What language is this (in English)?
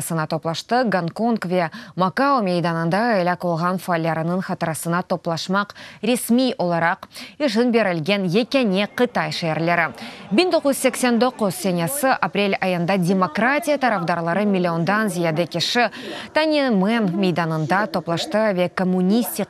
Crimean Tatar